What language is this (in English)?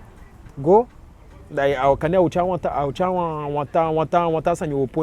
Eastern Maroon Creole